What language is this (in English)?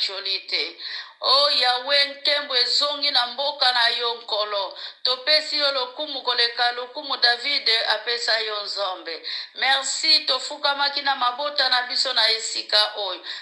Lingala